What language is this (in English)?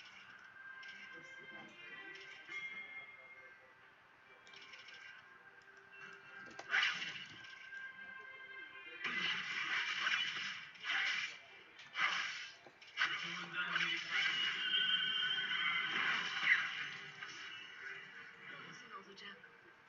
Turkish